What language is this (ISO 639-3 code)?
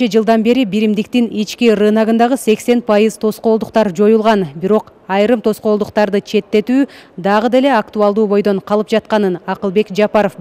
kir